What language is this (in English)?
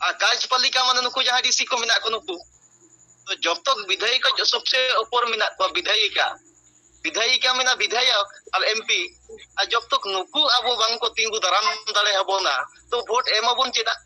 Santali